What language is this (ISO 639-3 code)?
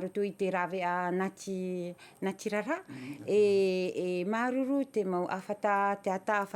tah